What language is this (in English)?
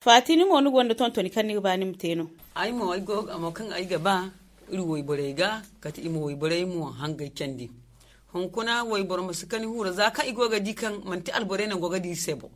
Zarma